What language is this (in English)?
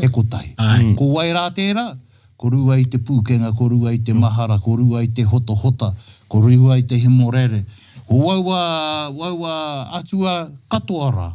Māori